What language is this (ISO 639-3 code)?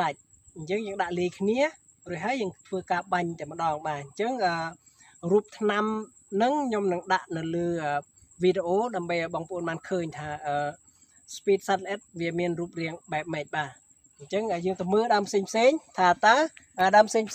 khm